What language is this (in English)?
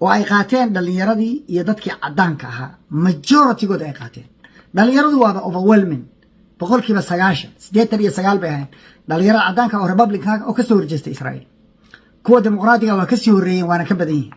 Somali